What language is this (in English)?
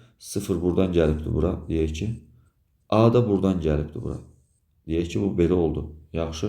Azerbaijani